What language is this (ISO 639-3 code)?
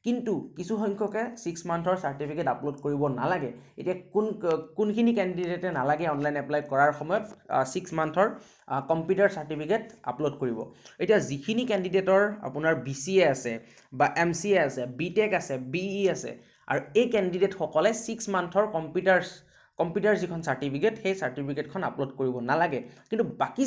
asm